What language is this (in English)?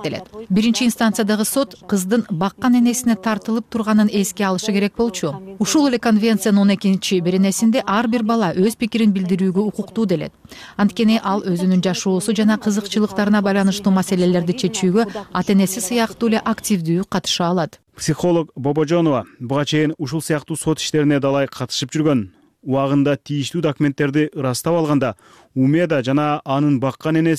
Kyrgyz